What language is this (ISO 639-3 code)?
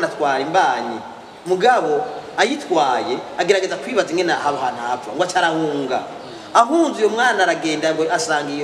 run